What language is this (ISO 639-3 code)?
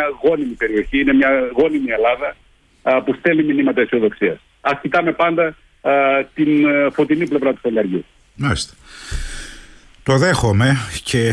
ell